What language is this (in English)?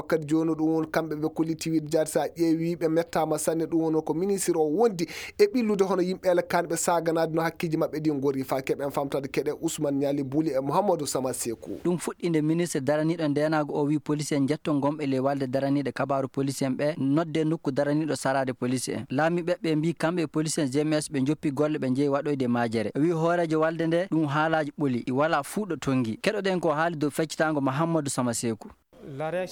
Maasina Fulfulde